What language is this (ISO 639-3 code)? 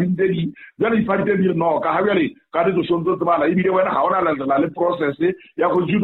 sot